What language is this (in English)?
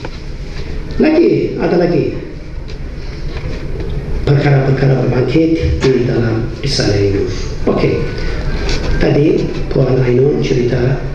Malay